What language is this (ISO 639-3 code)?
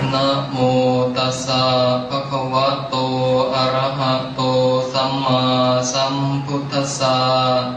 pli